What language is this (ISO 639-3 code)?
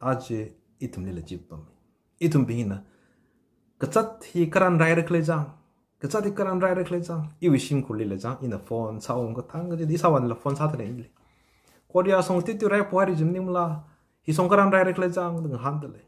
nmf